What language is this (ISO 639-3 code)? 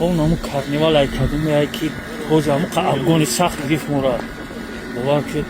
tgk